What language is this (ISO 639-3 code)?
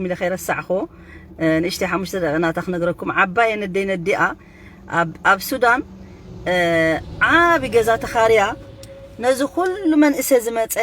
tir